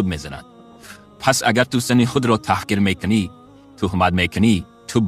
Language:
Tajik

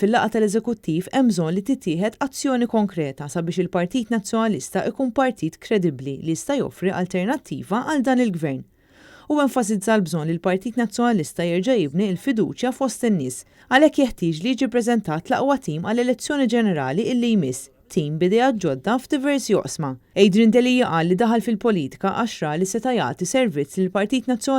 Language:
Maltese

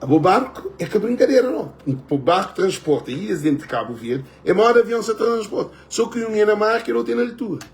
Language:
Kabuverdianu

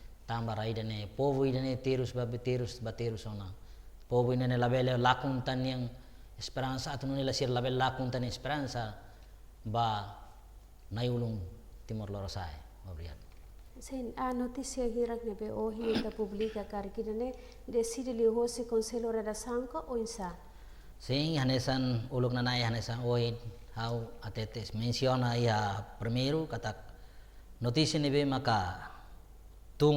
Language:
Tetum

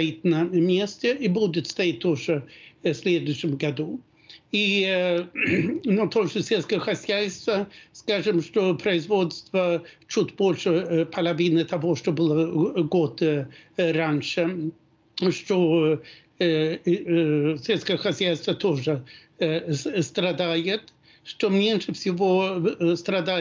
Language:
Russian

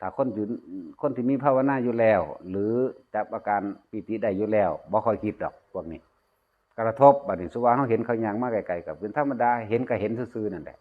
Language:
Northeastern Thai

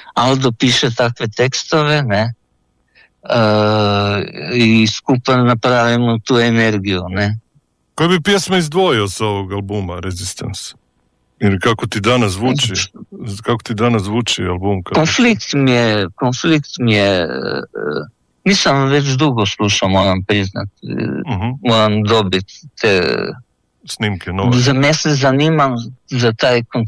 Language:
Croatian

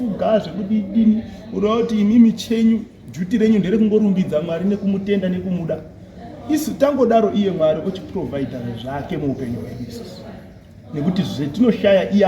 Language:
Shona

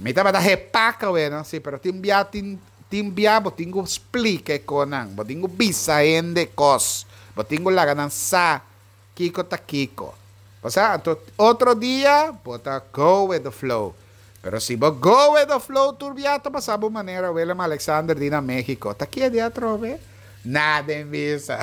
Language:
Papiamento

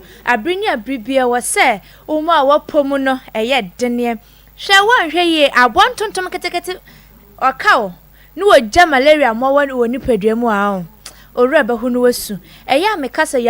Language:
Akan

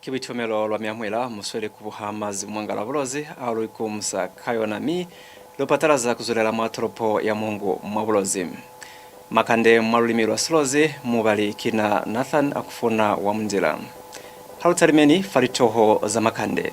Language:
Lozi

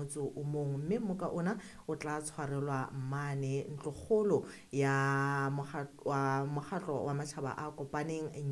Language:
Southern Sotho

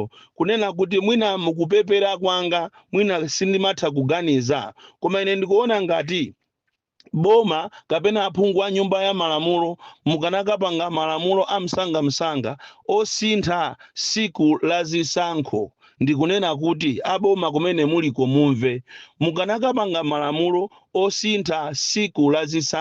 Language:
Nyanja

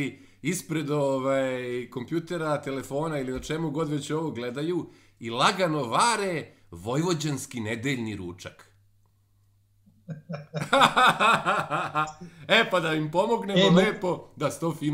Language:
Serbian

